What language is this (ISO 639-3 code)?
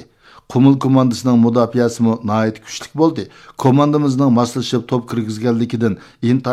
uig